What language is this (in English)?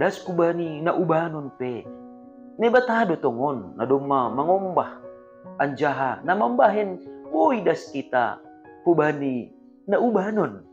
Batak Simalungun